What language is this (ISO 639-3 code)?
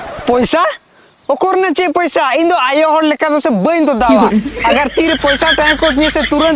sat